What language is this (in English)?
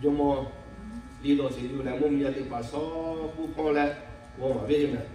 Lahu